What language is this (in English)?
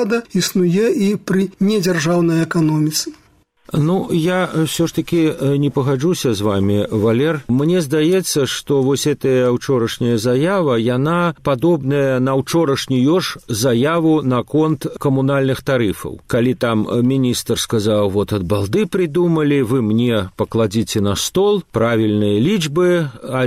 Belarusian